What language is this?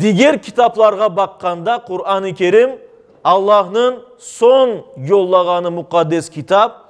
Crimean Tatar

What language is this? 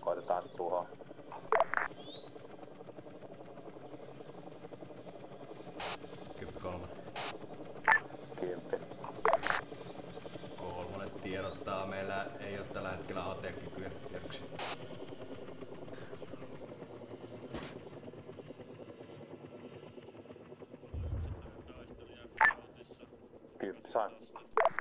Finnish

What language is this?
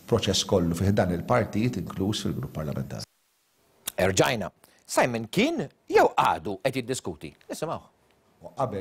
Maltese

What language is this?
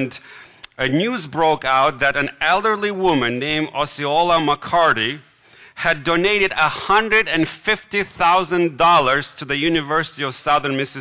English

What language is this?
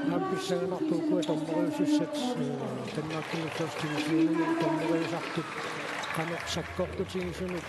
Kalaallisut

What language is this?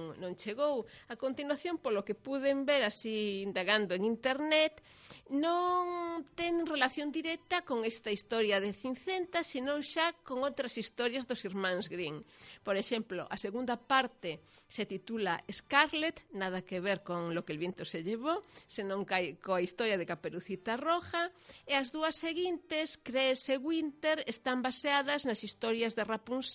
Galician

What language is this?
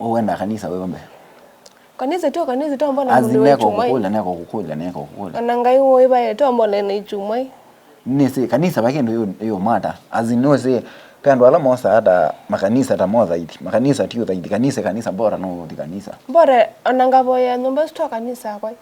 Kamba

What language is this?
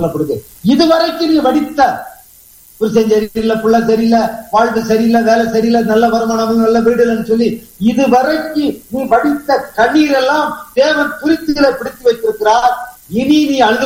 Tamil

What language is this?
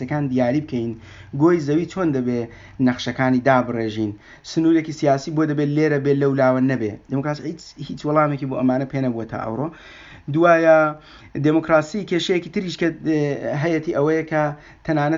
Central Kurdish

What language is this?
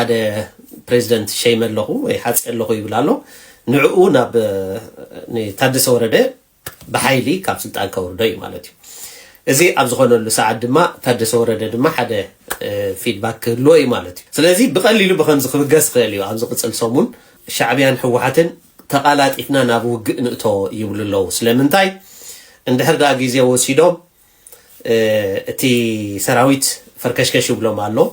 Tigrinya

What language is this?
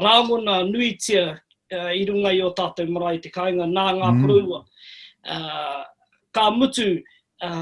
Māori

